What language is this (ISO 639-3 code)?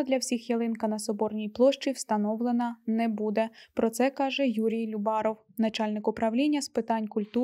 ukr